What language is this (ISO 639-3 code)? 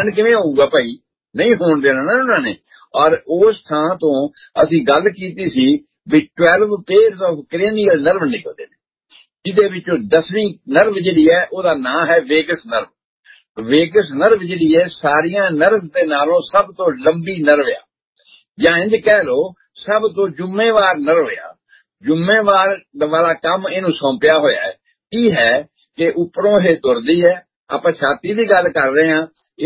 pan